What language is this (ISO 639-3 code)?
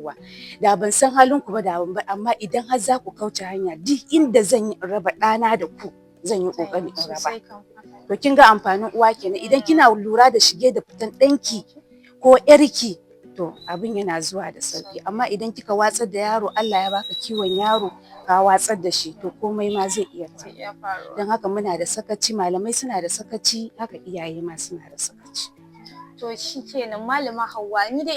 hau